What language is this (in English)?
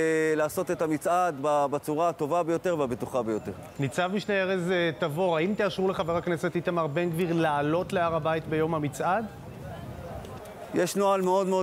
Hebrew